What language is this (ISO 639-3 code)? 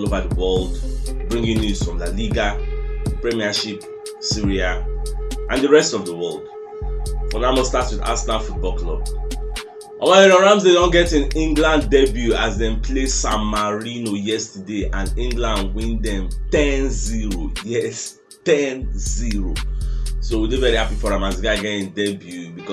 pcm